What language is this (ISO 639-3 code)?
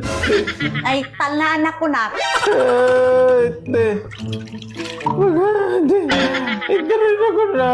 ilo